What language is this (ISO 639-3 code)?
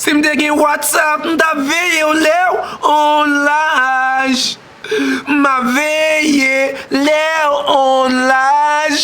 hat